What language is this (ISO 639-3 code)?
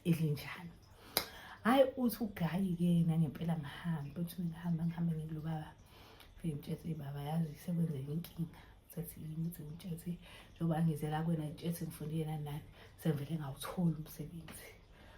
zul